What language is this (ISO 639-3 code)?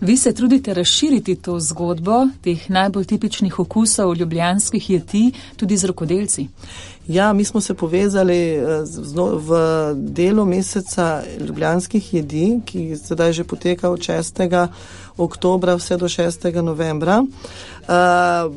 slv